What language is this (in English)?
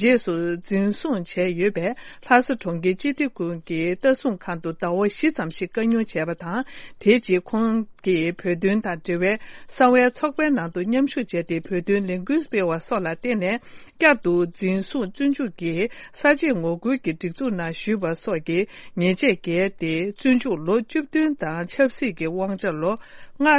Tibetan